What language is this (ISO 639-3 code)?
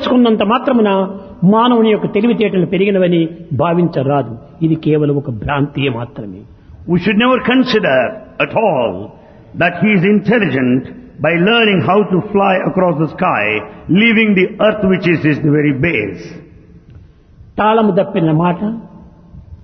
tel